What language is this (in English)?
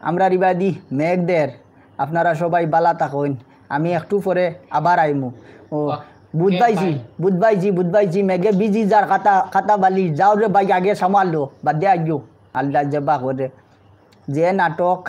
Sylheti